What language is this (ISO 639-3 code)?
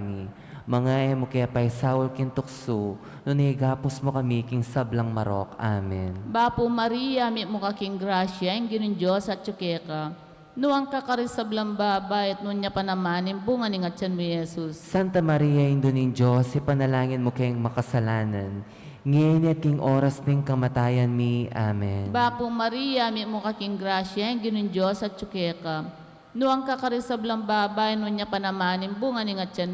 pam